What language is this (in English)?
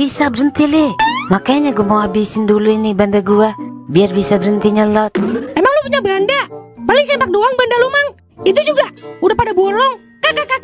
Betawi